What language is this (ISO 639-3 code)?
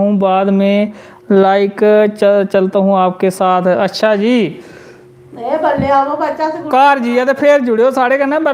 doi